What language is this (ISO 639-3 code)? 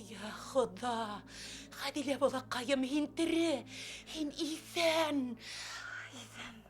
bak